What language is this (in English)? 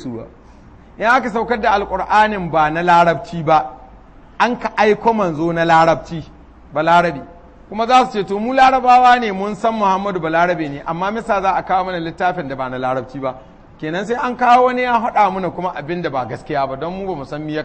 Hausa